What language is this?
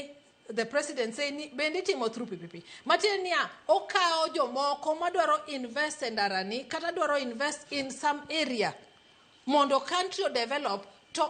Luo (Kenya and Tanzania)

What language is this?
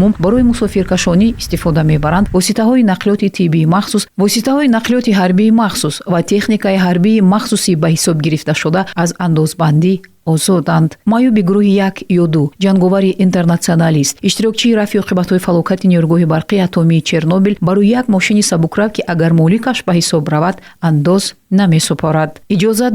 Tajik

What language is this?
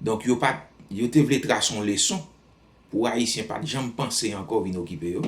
Haitian Creole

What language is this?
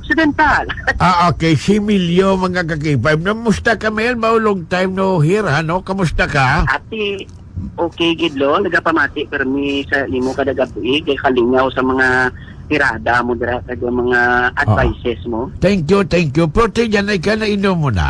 Hiligaynon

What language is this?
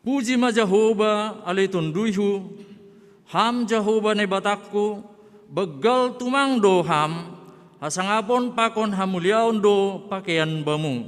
Batak Simalungun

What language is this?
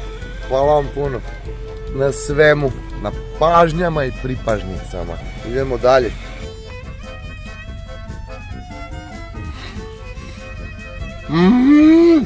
Croatian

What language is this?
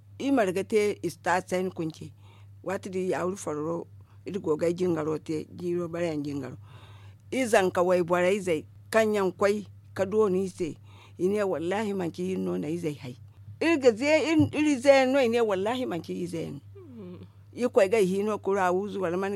Zarma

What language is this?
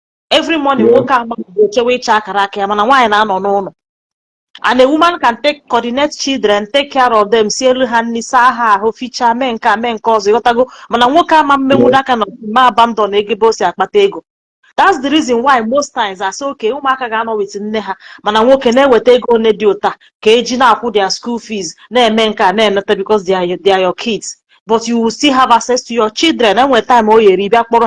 Igbo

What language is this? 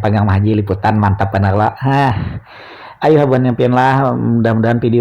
Banjar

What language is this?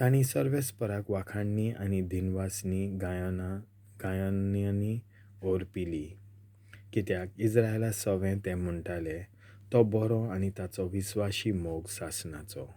Konkani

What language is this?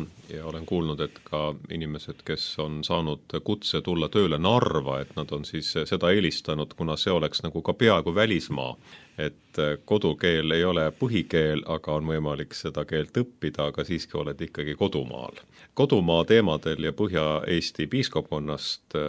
Estonian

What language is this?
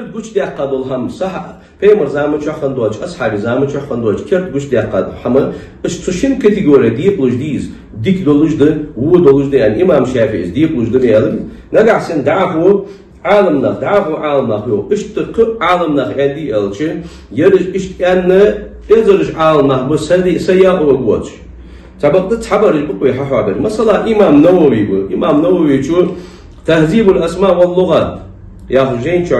Ingush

